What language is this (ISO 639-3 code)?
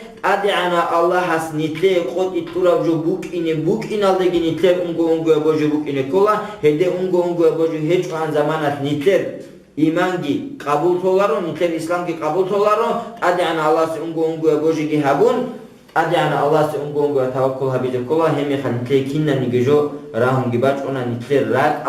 ava